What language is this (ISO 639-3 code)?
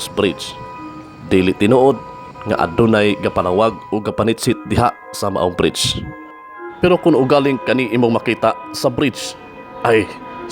ceb